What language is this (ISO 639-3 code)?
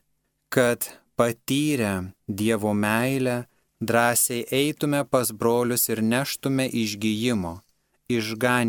lit